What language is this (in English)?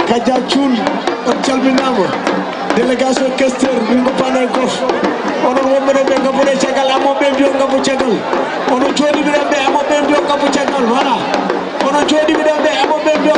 Fula